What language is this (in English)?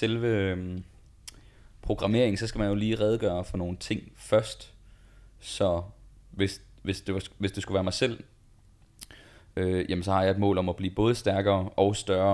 Danish